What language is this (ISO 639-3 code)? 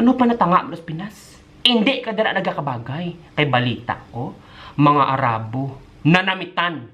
hil